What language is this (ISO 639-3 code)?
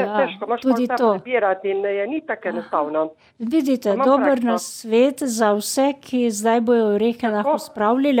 slv